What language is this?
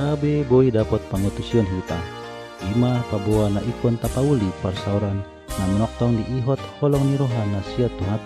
Batak Toba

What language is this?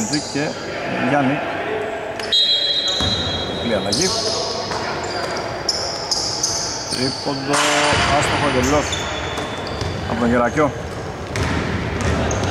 Greek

